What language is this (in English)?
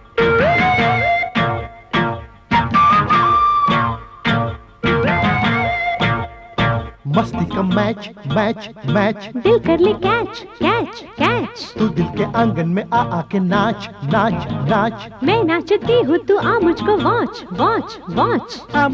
Hindi